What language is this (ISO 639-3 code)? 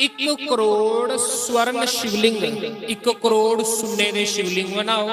doi